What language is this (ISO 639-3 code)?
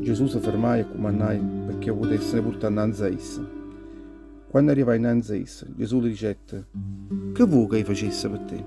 nap